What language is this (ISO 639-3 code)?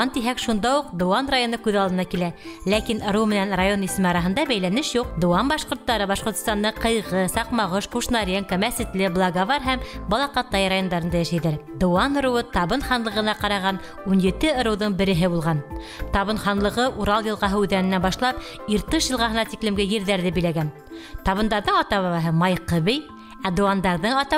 bak